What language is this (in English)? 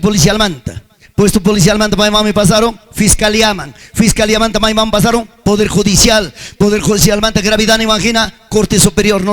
Ayacucho Quechua